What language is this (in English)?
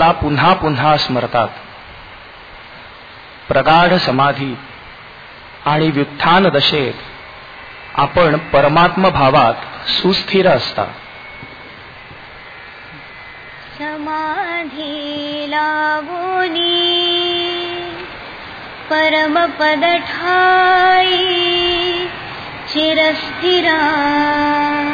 Marathi